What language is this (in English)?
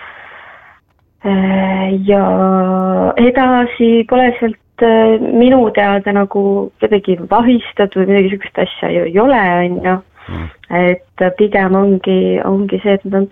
Estonian